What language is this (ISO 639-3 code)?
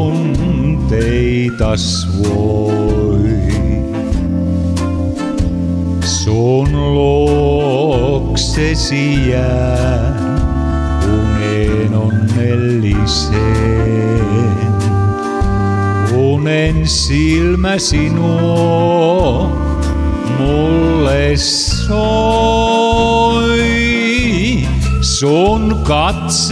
fin